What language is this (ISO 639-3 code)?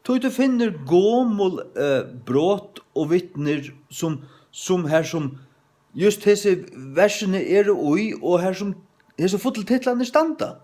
fao